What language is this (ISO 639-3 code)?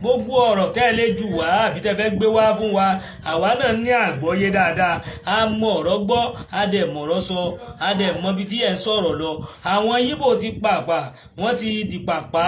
yor